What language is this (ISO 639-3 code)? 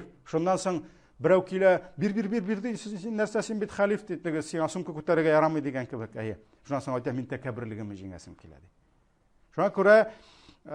tat